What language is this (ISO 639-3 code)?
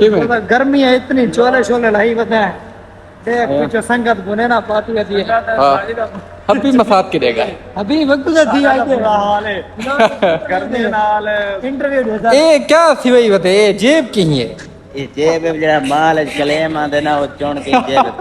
skr